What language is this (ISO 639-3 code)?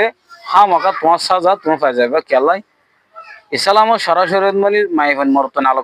rhg